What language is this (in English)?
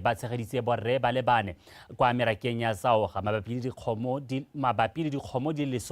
Tswana